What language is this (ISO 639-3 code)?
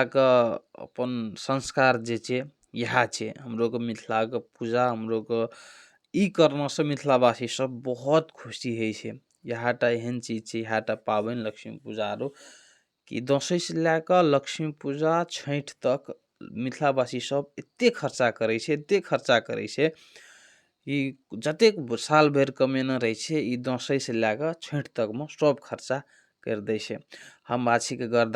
mai